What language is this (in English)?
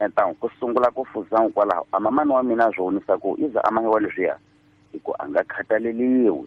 Tsonga